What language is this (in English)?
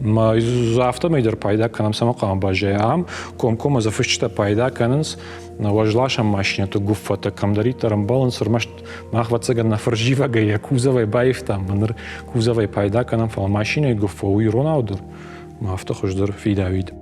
Ossetic